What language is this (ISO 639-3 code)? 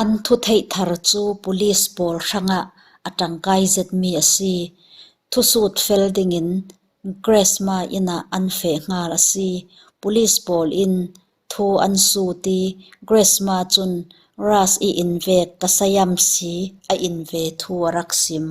cfm